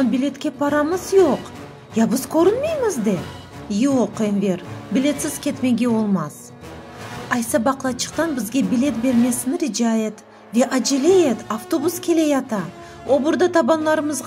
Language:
Crimean Tatar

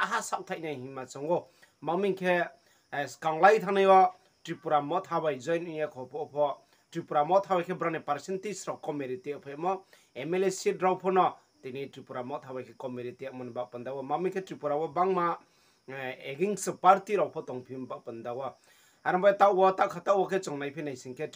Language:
Riang (India)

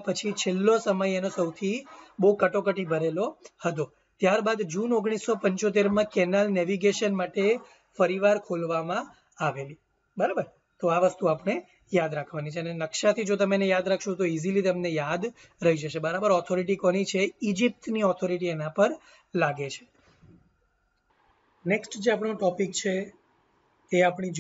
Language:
Gujarati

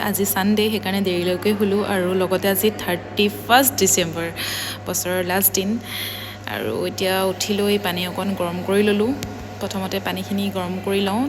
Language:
Assamese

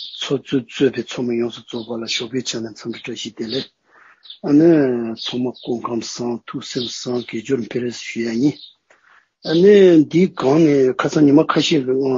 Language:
Tibetan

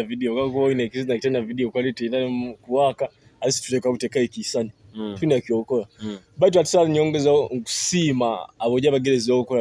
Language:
Nyoro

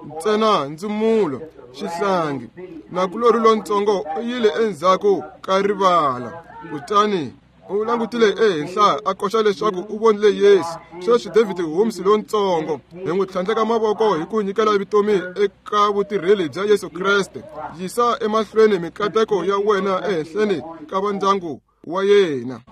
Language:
Tsonga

